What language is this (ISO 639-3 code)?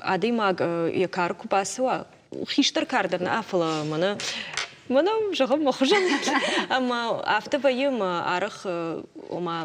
oss